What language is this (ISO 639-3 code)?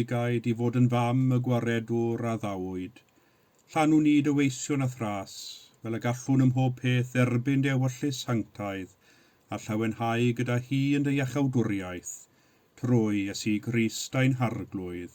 cym